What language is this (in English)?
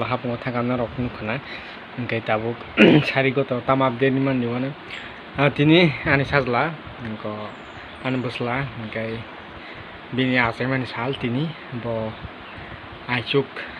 Kok Borok